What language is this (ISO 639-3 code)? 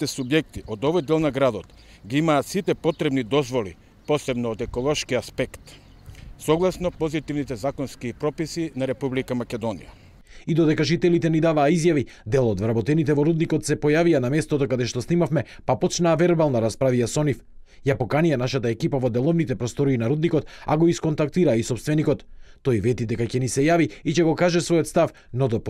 mkd